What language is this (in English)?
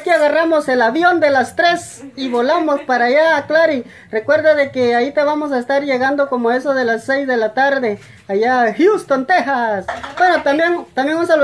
Spanish